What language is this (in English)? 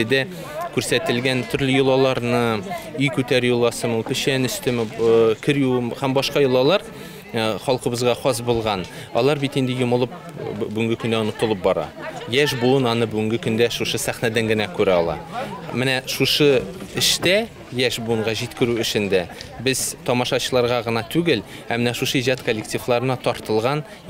Tatar